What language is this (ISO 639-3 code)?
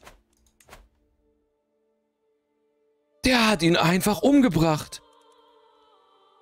deu